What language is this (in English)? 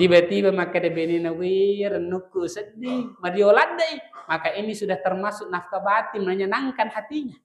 Buginese